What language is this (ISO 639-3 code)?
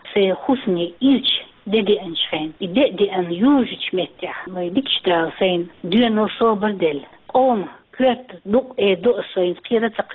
che